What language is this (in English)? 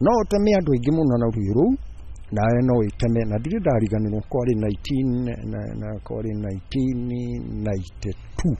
Kikuyu